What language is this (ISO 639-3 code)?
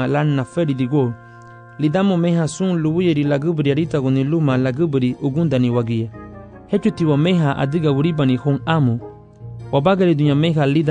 cab